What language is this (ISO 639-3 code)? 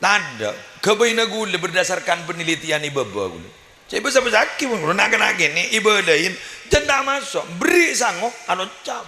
mad